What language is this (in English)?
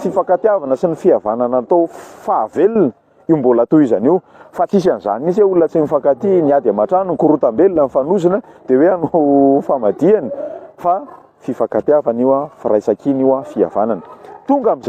Malagasy